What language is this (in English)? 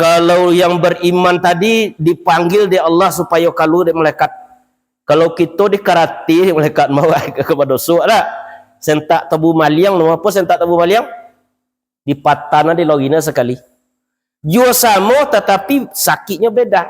Minangkabau